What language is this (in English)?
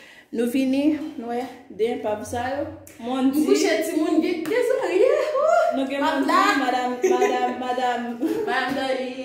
Haitian Creole